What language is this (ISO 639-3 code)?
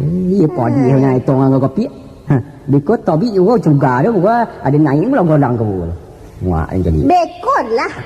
min